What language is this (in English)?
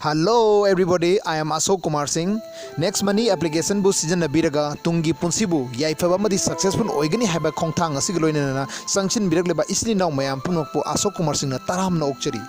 Manipuri